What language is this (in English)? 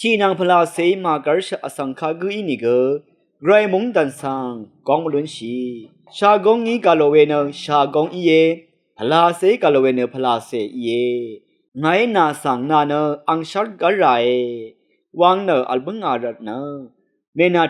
Rawang